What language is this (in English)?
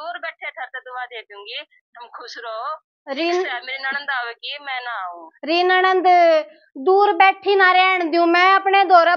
Haryanvi